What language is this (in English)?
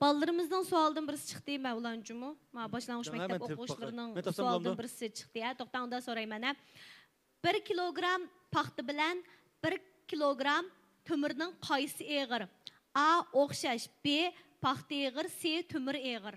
Uyghur